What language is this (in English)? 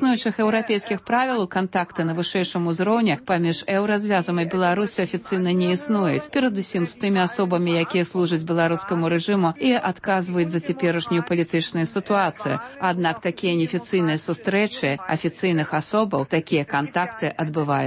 Belarusian